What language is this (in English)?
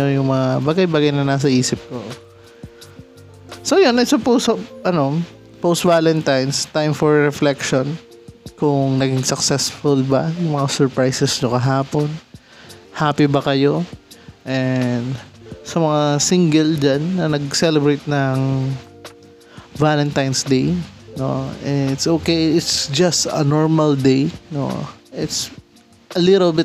Filipino